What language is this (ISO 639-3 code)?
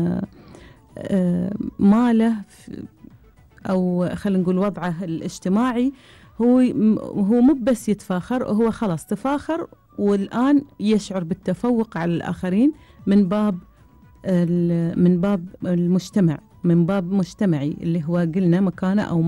afb